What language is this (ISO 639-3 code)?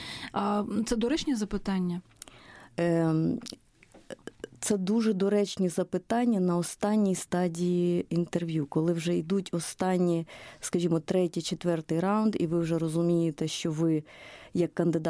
ukr